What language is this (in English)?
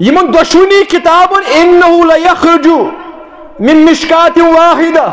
Kashmiri